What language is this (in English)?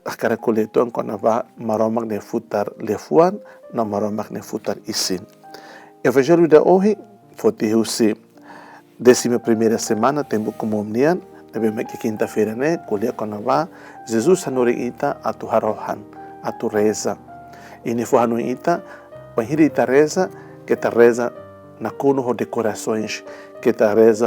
Tetum